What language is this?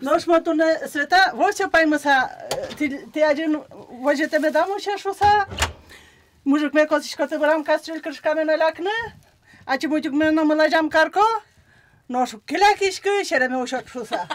Udmurt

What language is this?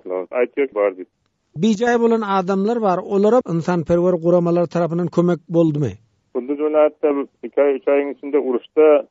Turkmen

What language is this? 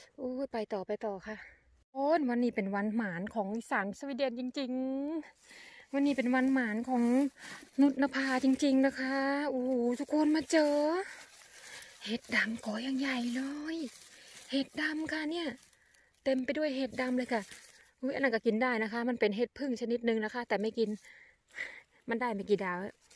Thai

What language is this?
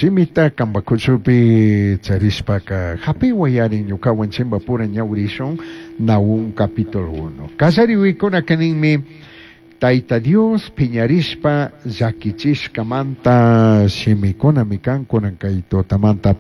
Chimborazo Highland Quichua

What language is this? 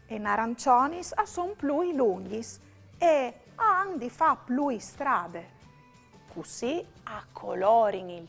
Friulian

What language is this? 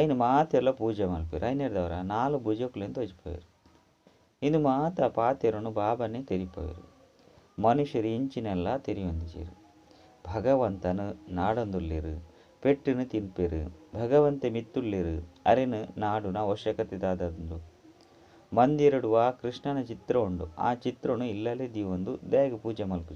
Tulu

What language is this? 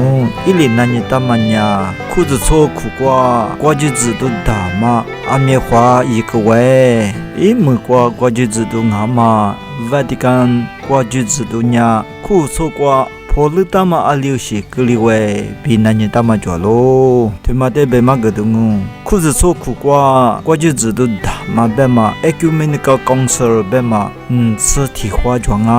Lisu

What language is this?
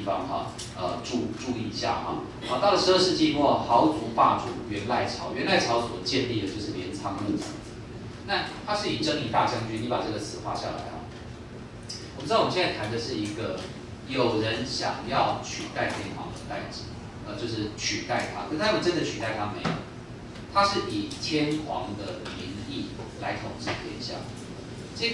Chinese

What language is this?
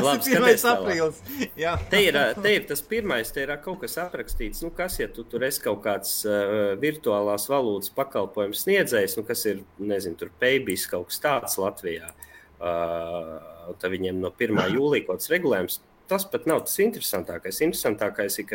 Latvian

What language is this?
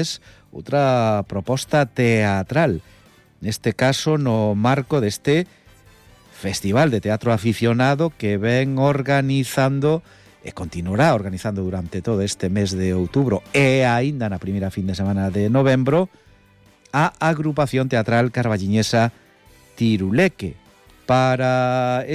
Galician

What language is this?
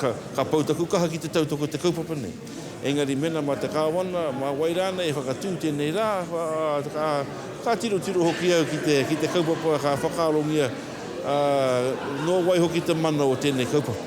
Māori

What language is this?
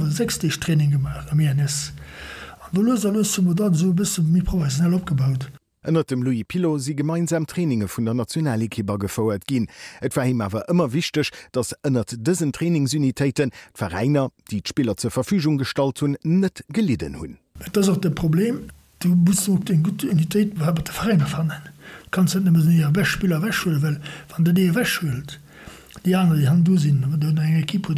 Luxembourgish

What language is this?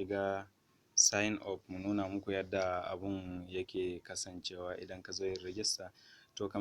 Hausa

